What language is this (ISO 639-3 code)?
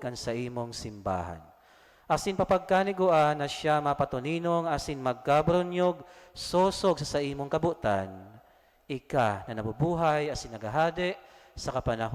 bik